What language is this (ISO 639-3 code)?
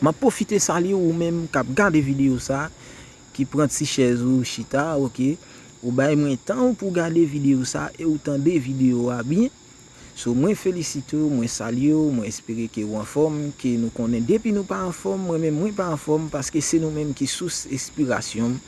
hat